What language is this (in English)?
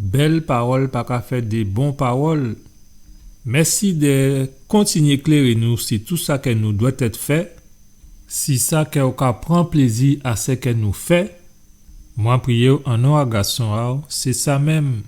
Guadeloupean Creole French